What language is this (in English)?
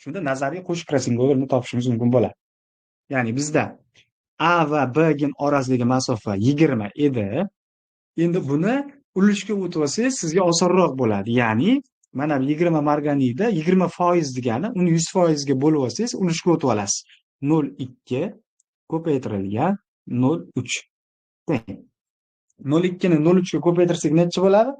Uzbek